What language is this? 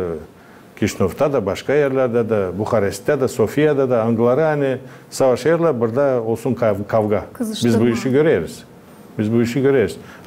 Gagauz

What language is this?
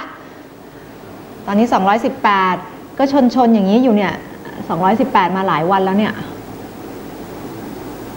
Thai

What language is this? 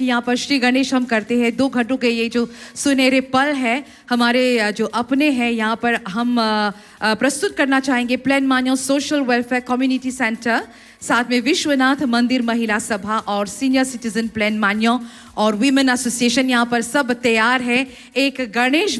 Hindi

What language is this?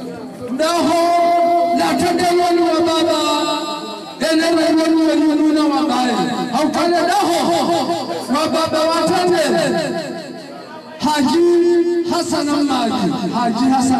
Swahili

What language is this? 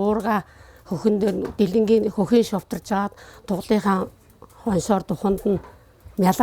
Mongolian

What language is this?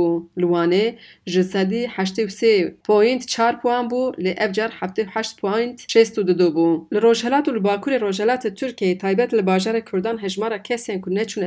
Kurdish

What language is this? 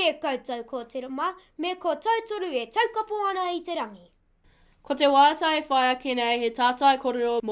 Māori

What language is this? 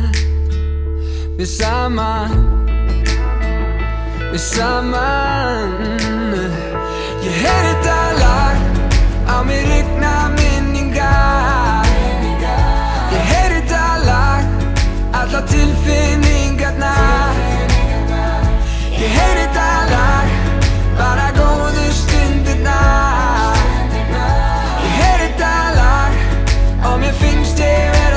Icelandic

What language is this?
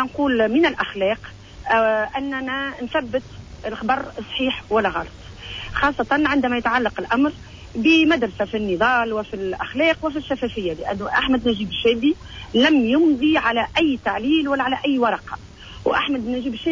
Tunisian Arabic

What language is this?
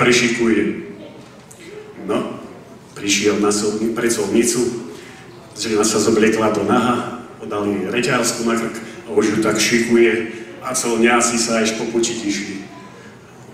Slovak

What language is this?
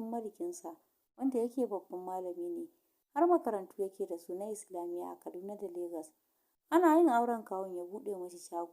Hausa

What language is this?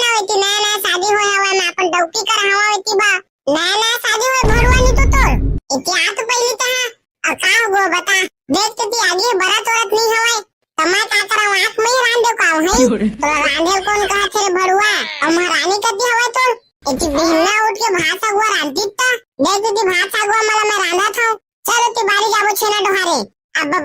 Chhattisgarhi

